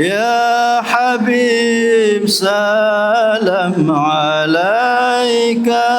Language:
Buginese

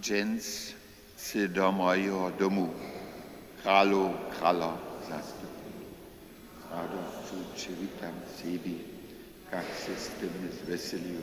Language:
Upper Sorbian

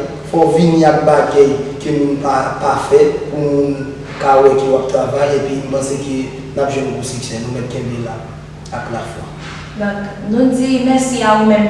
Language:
Haitian Creole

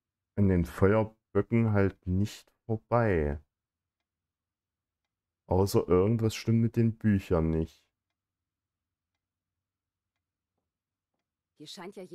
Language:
German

